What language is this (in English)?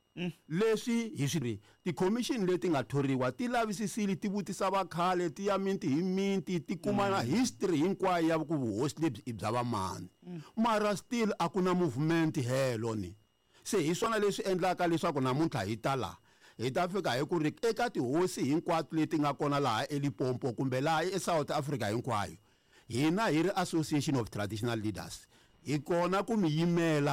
Tsonga